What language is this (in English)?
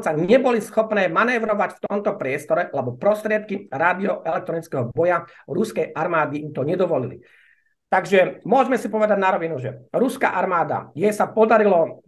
Slovak